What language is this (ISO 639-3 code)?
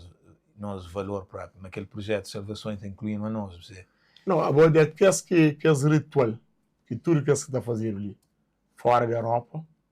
kea